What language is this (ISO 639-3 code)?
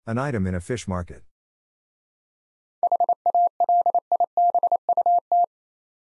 eng